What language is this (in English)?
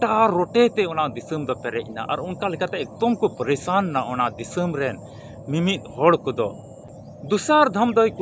Santali